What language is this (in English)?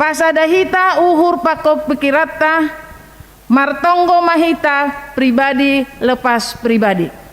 Batak Simalungun